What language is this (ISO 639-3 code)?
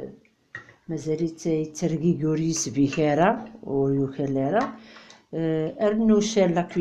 kab